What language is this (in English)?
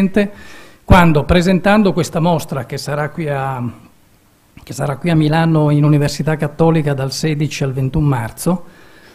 Italian